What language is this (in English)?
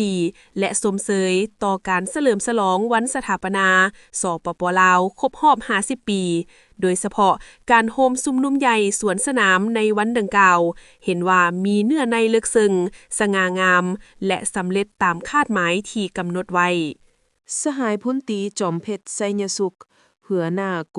Lao